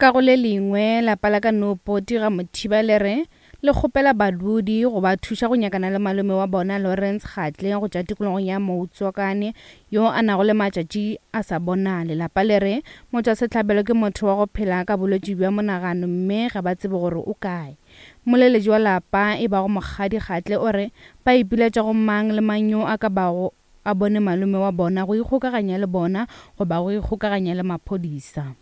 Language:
Northern Sotho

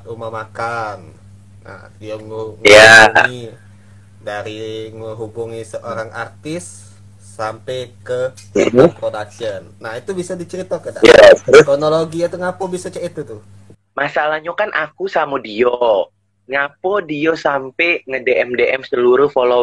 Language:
Musi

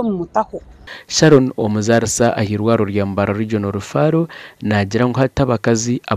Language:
Nyankole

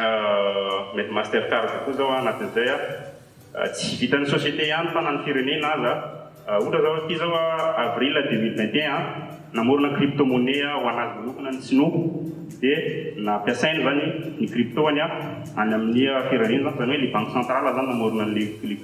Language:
Malagasy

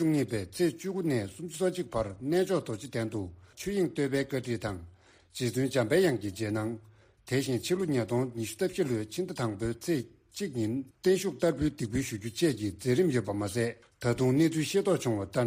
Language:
Tibetan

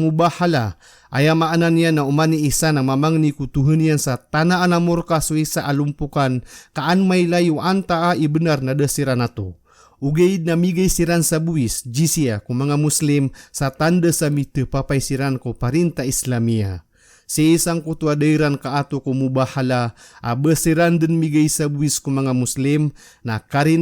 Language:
Maranao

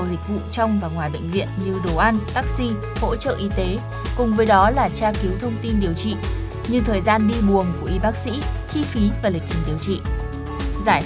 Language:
Vietnamese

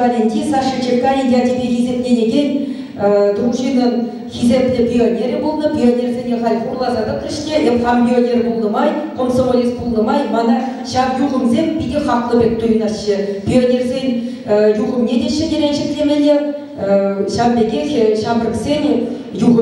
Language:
Chuvash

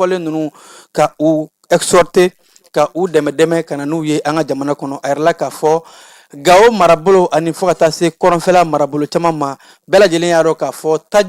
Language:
Bambara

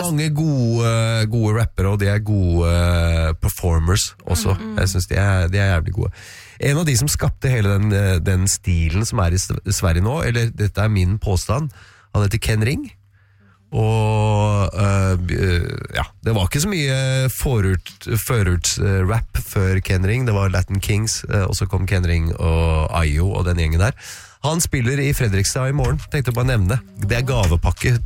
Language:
Norwegian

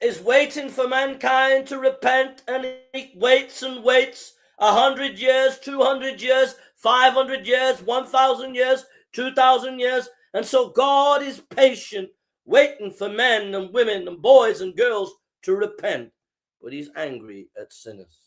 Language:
English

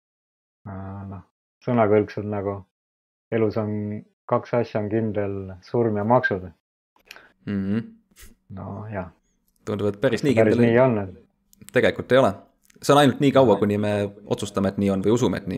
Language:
Estonian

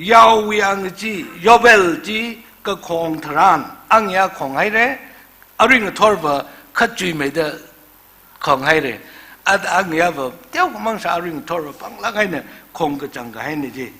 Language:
Tangkhul Naga (India)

